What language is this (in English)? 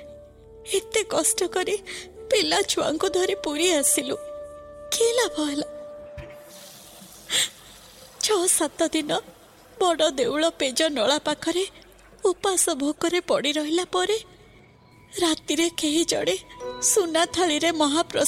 Odia